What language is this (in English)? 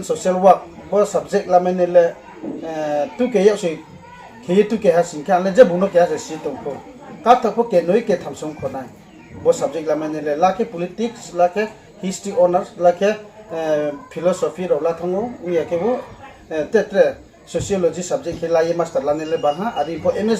Riang (India)